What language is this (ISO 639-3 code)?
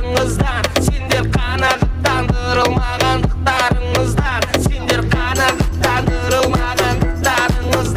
kaa